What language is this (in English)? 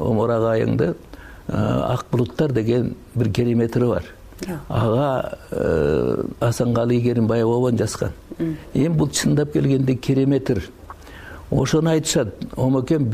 Kyrgyz